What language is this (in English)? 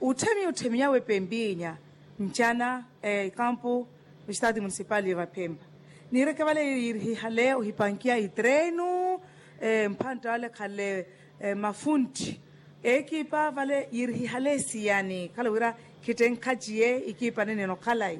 Makhuwa